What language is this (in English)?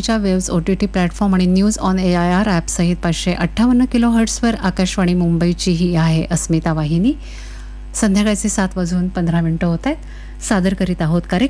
Marathi